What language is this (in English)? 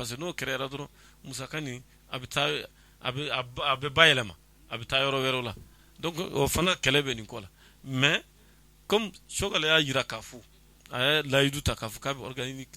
Bambara